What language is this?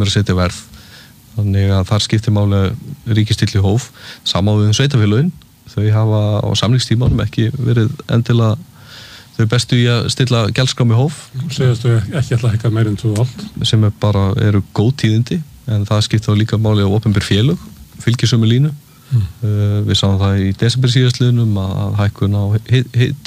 Icelandic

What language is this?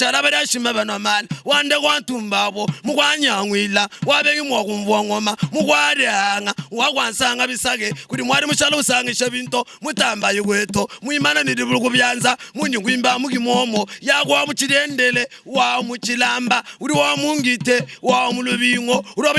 Luba-Lulua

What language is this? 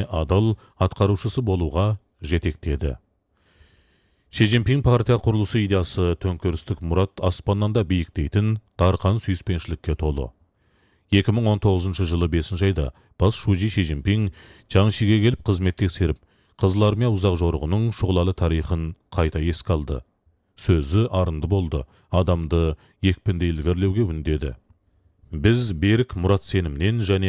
Kazakh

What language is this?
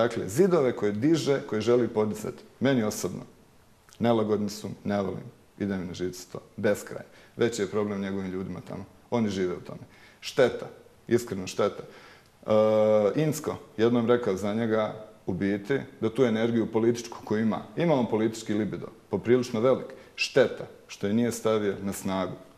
Bosnian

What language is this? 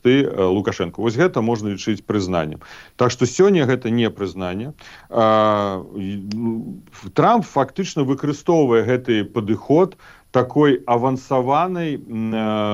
Belarusian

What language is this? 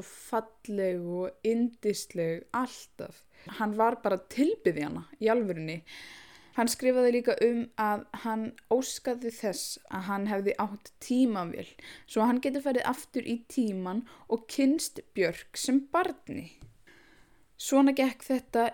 Icelandic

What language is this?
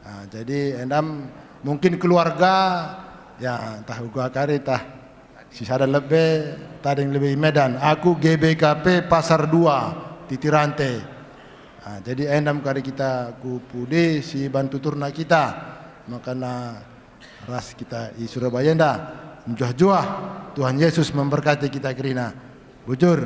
Batak Karo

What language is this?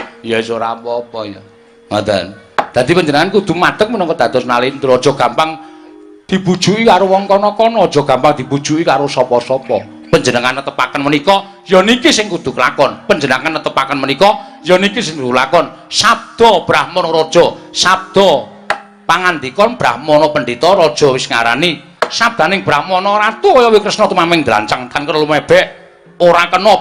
Javanese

